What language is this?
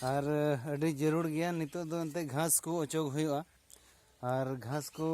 Santali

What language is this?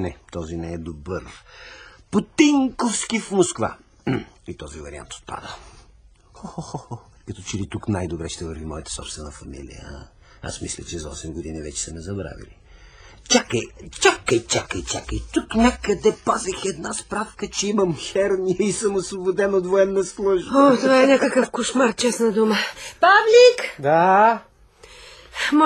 Bulgarian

